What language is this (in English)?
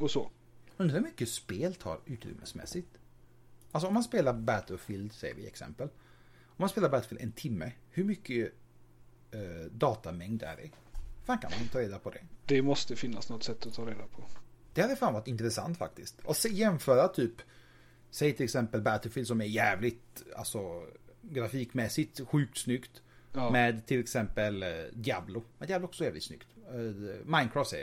Swedish